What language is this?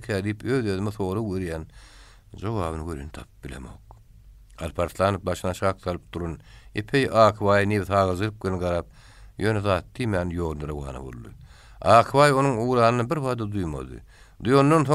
Turkmen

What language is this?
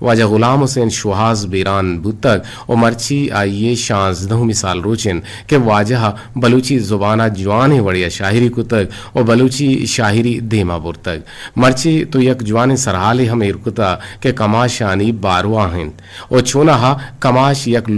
Eastern Balochi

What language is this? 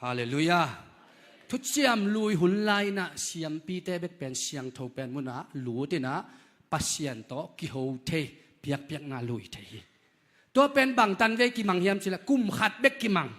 Tedim Chin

